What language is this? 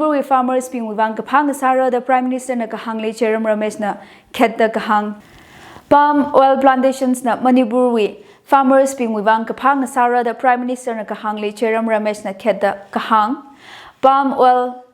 Tangkhul Naga (India)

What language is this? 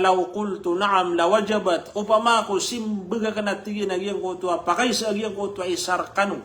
Maranao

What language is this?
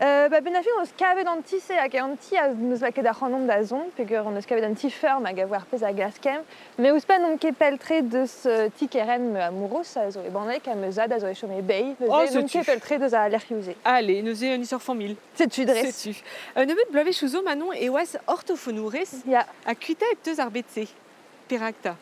Breton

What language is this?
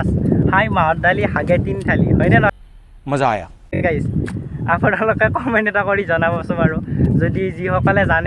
Assamese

